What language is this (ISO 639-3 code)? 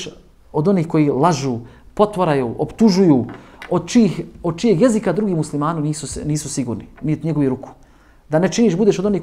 bos